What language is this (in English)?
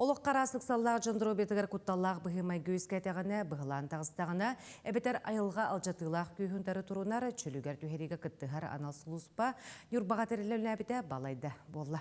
Yakut